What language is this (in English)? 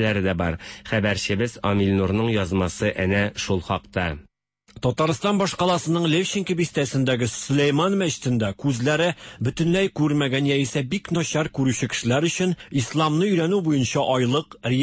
Tatar